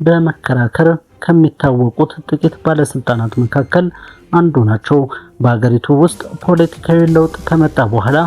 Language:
Amharic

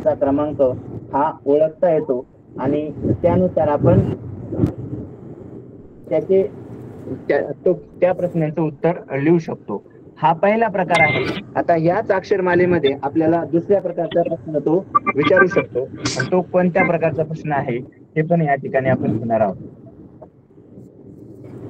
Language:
Marathi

